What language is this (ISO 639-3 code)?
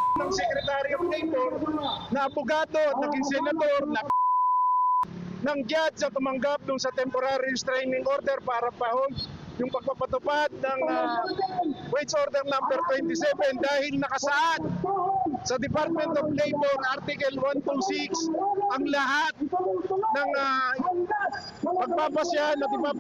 fil